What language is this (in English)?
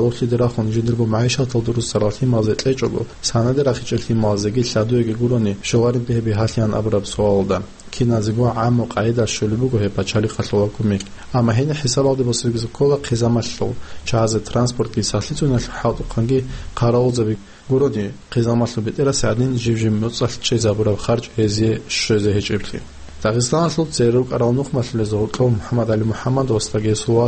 Avaric